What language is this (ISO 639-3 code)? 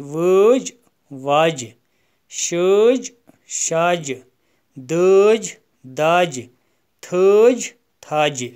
kas